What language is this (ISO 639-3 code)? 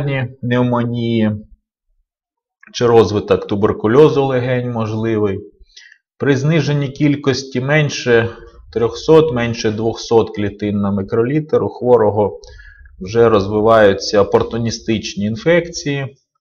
ukr